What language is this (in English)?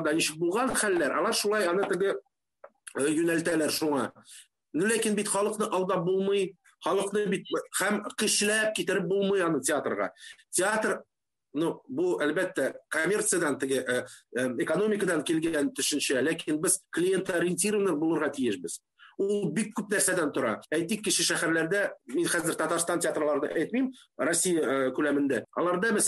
Tatar